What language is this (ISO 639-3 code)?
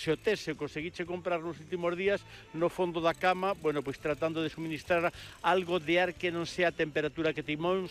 glg